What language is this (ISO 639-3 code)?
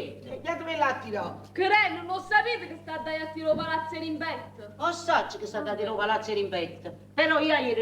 nap